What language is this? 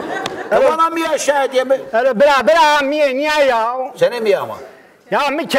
Zaza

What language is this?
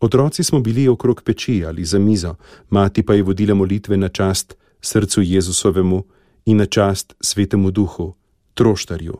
Slovenian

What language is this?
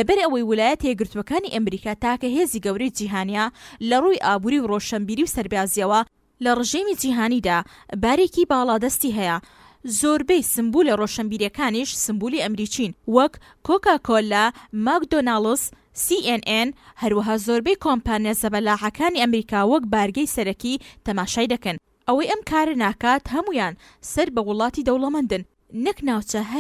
Central Kurdish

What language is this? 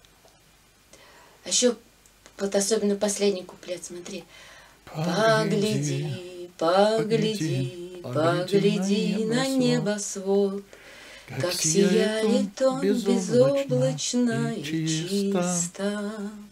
Russian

